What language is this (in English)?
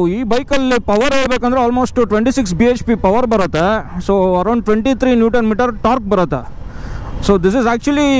Kannada